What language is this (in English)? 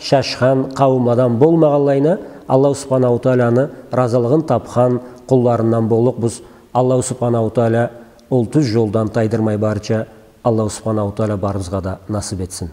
Karachay-Balkar